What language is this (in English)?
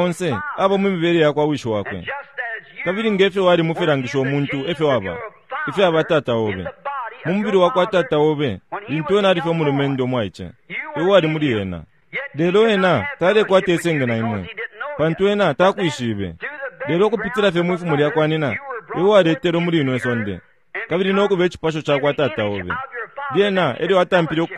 Bemba